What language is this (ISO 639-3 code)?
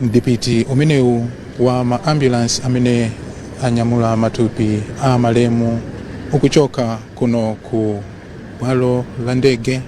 nya